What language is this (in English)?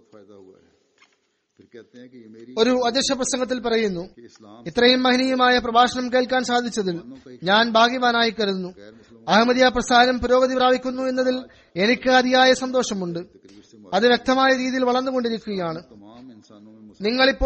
Malayalam